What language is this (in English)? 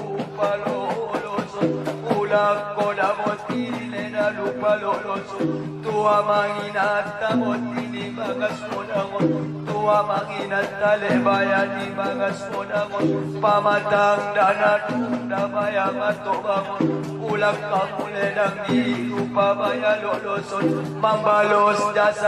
Batak Angkola